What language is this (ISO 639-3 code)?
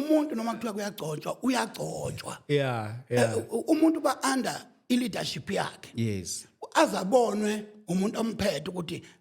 zul